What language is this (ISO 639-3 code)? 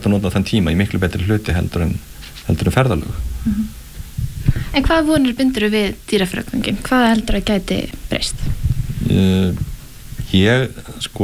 isl